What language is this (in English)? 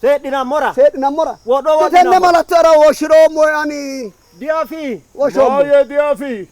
Sidamo